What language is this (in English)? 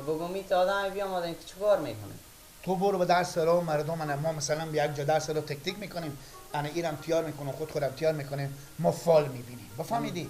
Persian